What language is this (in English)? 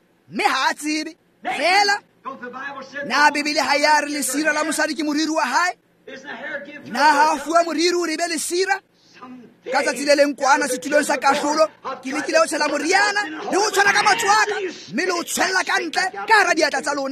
Tswana